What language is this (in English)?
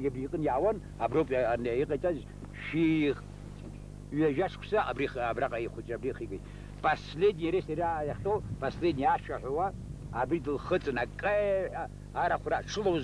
Abkhazian